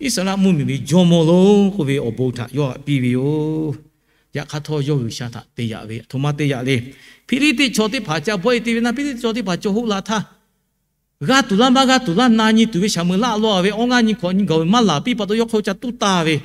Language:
Lahu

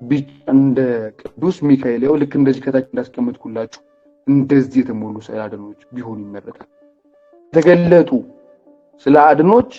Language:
Amharic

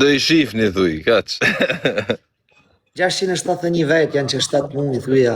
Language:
Albanian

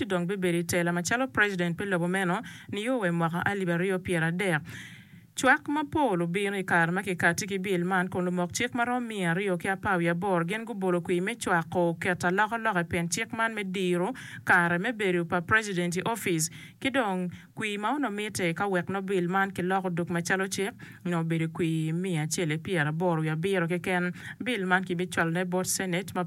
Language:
Acoli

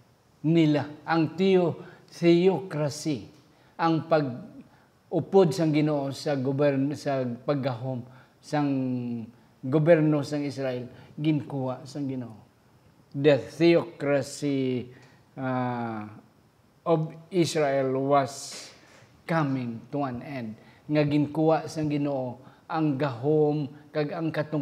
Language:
Hiligaynon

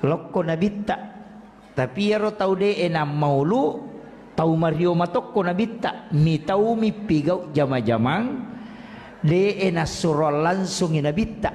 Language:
Buginese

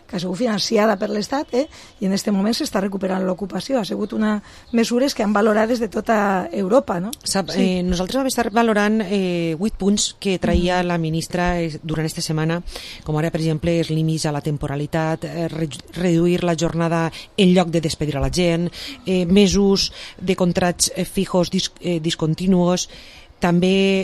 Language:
Catalan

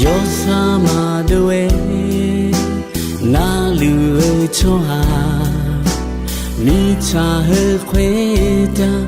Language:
Akha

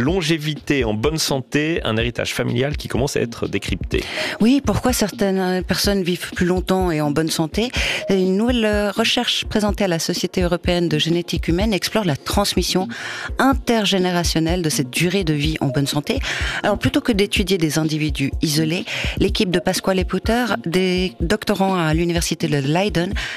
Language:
French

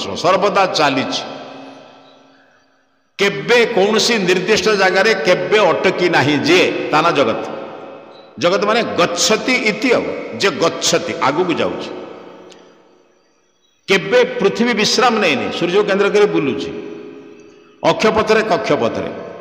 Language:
Odia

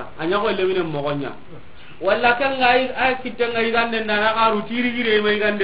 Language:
Soninke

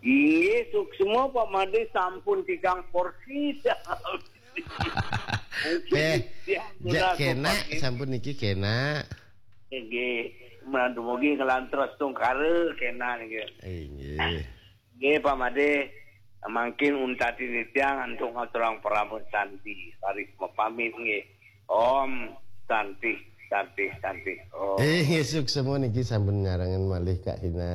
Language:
Balinese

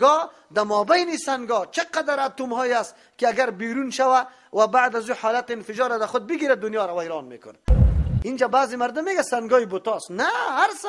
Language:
Persian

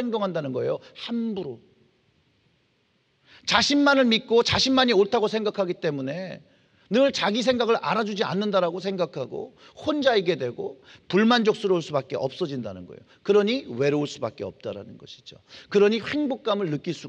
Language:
Korean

